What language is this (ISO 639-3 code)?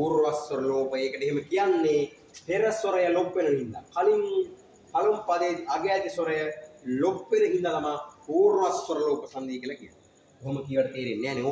sin